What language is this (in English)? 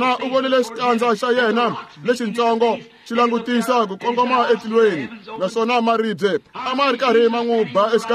Tsonga